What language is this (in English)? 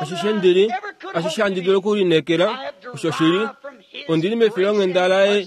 Kuanyama